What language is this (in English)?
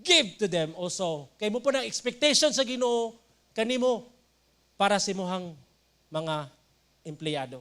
Cebuano